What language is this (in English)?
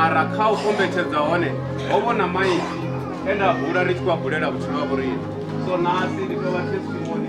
Venda